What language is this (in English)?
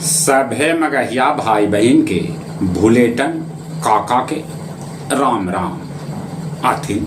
Magahi